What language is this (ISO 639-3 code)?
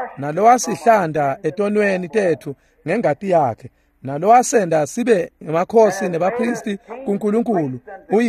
ssw